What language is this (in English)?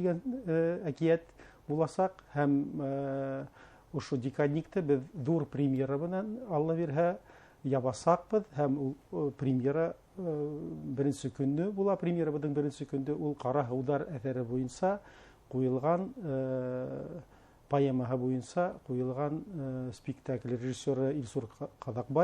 Bashkir